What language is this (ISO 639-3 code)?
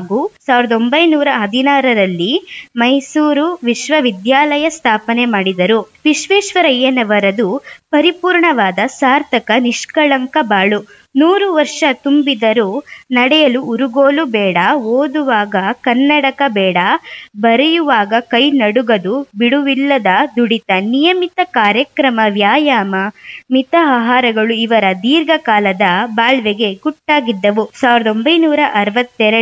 kan